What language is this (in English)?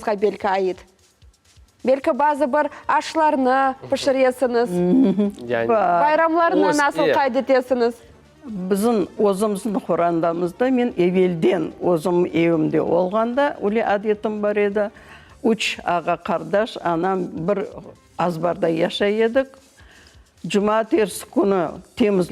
Crimean Tatar